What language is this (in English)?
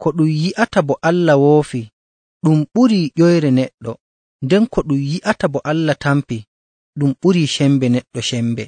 Nigerian Fulfulde